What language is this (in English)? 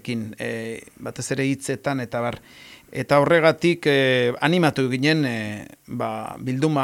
Basque